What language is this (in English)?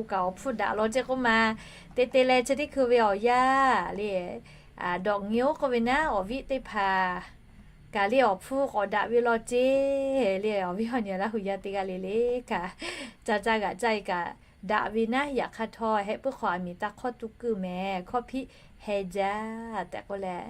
Lahu